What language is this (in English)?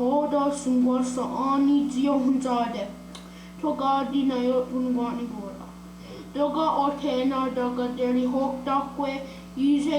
Mohawk